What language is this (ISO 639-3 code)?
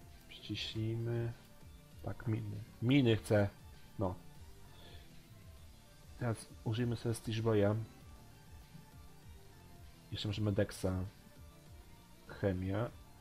pol